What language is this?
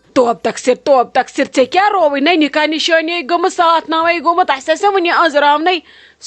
Kashmiri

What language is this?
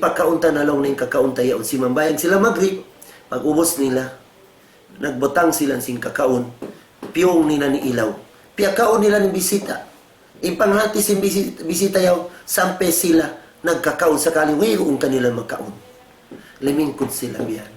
Tausug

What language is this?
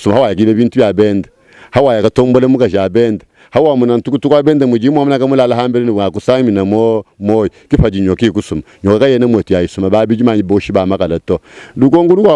Luba-Lulua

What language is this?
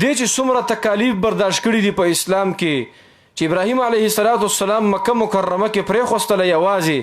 Pashto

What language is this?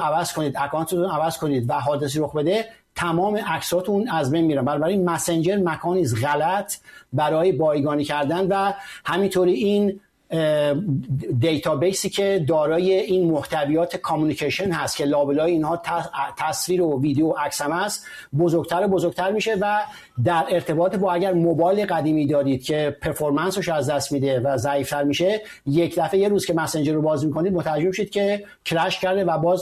Persian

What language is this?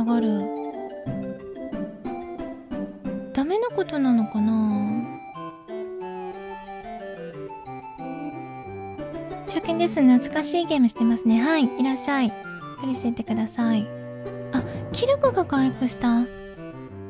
Japanese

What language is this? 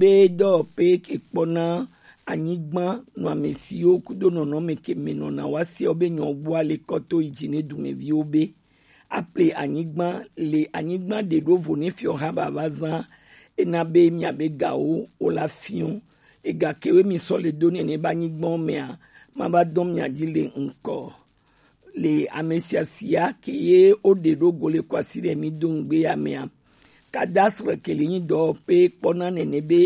Gen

